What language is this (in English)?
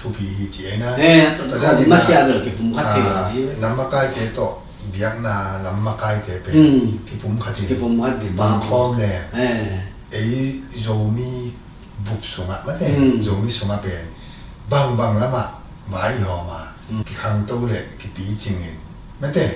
Tedim Chin